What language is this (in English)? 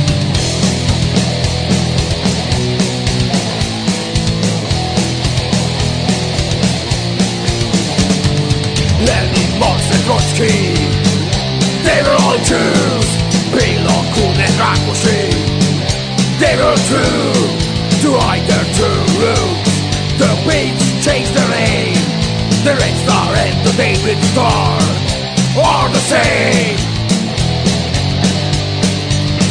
English